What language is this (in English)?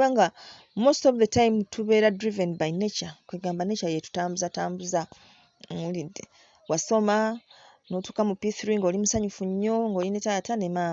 Ganda